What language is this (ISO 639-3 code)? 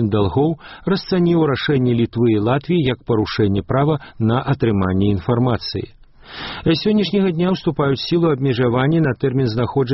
bel